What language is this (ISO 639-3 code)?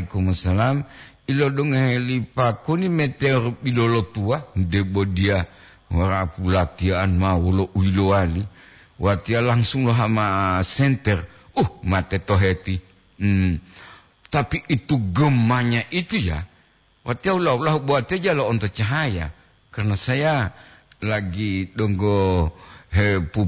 gor